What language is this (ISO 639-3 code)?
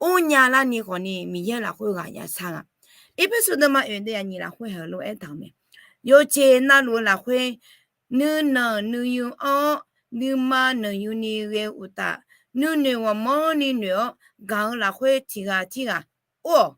ahk